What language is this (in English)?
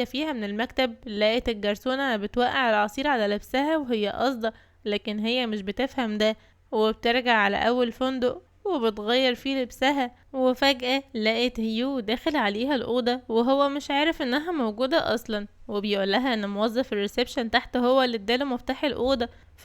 Egyptian Arabic